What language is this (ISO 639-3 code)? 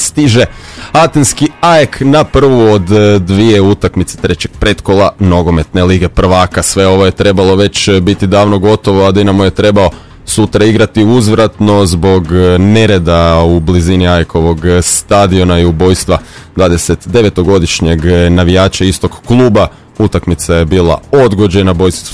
hrv